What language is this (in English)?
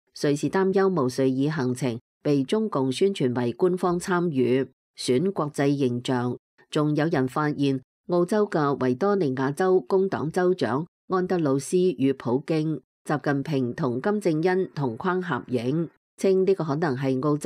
Cantonese